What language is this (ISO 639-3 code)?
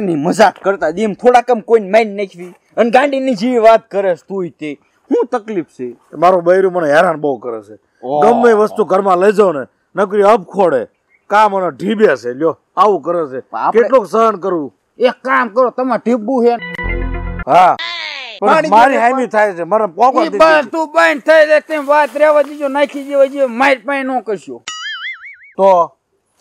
guj